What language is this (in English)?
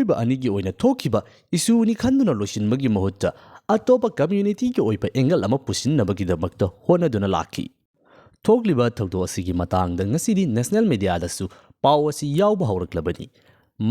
Manipuri